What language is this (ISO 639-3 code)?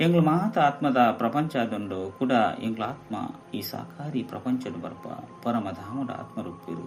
tcy